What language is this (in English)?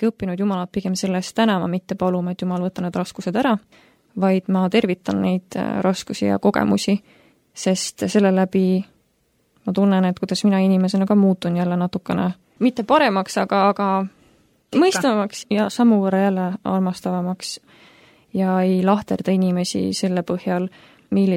Estonian